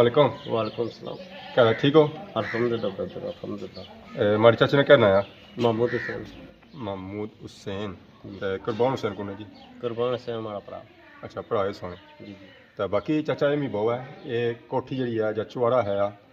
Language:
Pahari-Potwari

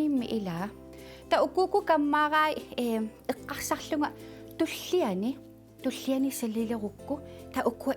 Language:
Kalaallisut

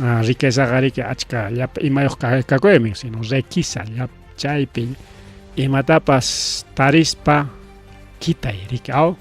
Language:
Ayacucho Quechua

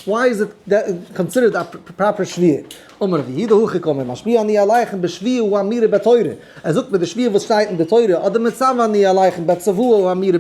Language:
Yiddish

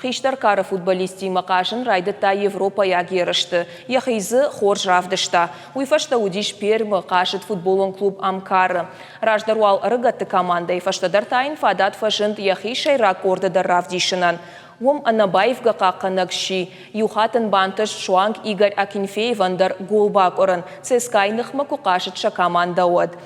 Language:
Ossetic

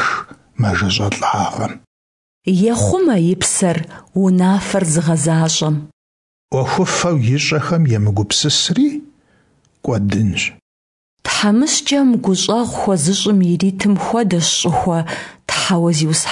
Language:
Kabardian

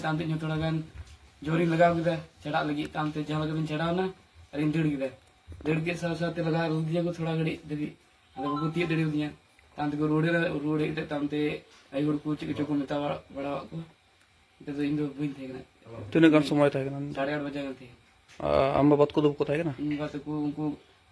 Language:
Santali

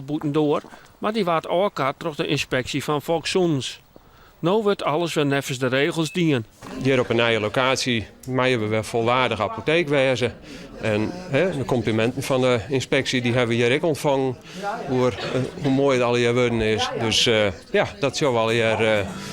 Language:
Western Frisian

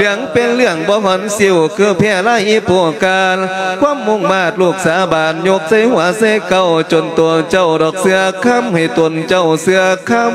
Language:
Lao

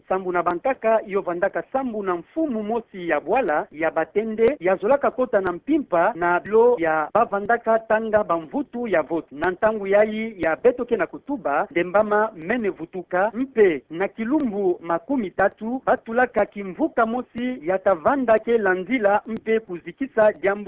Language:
Kituba (Democratic Republic of Congo)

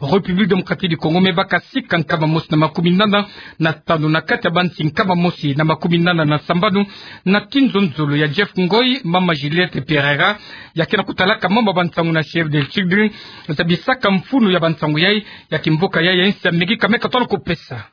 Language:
Kituba (Democratic Republic of Congo)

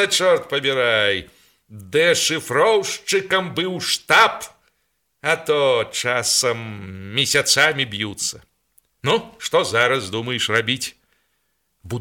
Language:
Belarusian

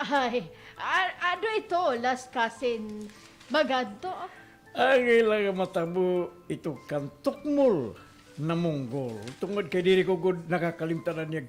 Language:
Waray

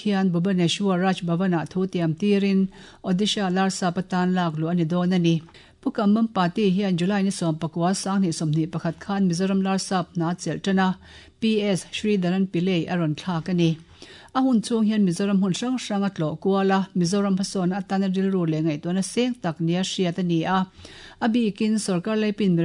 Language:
Mizo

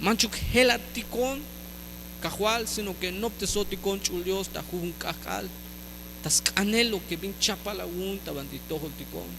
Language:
Tzeltal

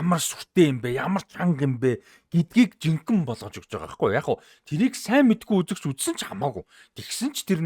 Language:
Mongolian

